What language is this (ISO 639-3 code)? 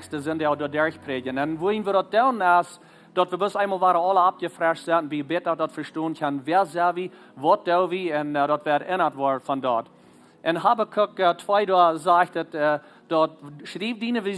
pdt